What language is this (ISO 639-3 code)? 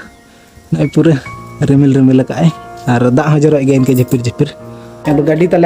sat